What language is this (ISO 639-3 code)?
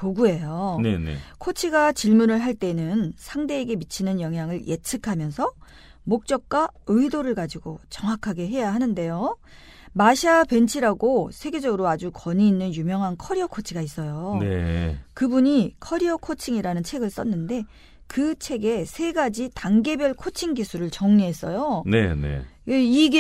kor